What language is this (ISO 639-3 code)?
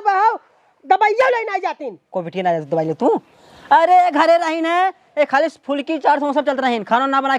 awa